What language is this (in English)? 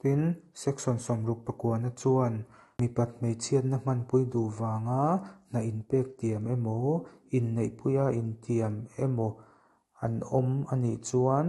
Mizo